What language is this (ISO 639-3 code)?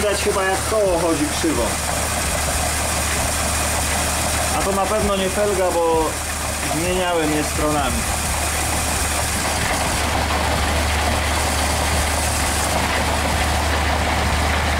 pol